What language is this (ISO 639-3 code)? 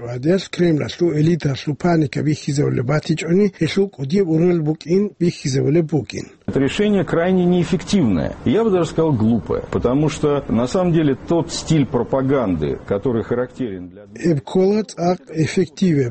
ava